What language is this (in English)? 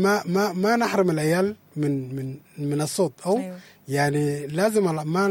Sudanese Arabic